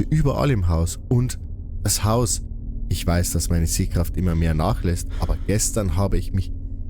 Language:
Bavarian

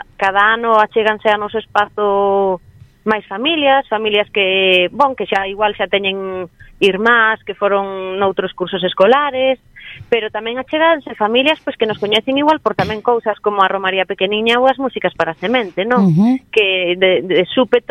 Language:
Galician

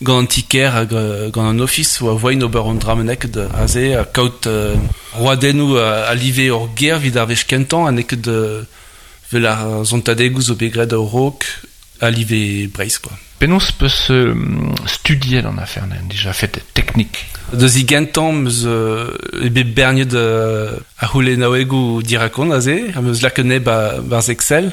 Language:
Breton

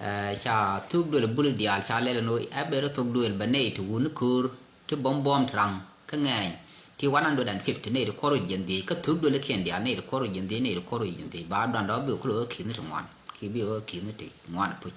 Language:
Nuer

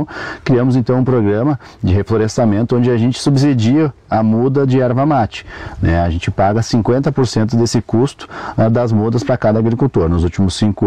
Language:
Portuguese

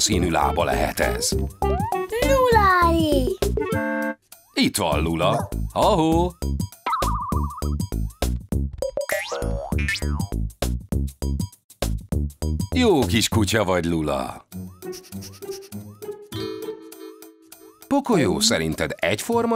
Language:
Hungarian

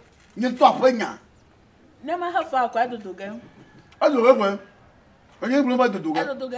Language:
Ewe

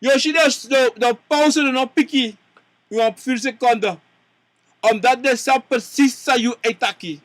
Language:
Sranan Tongo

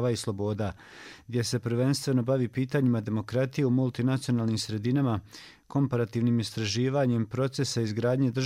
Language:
Bosnian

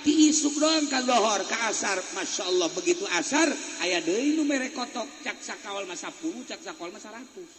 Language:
Sundanese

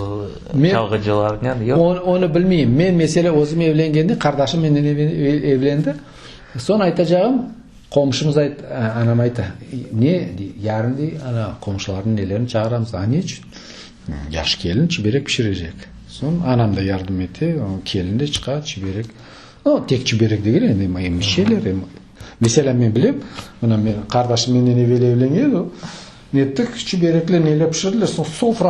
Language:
Crimean Tatar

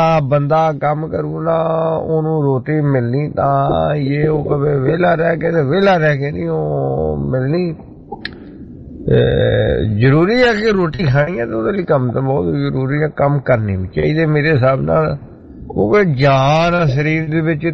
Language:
Punjabi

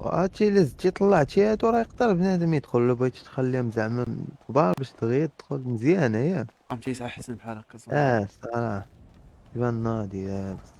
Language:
Moroccan Arabic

